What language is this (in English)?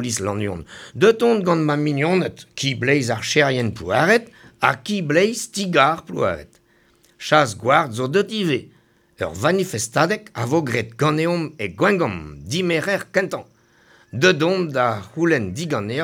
Breton